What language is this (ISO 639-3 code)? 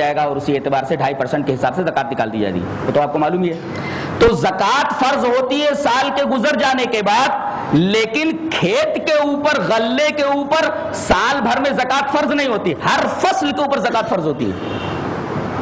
urd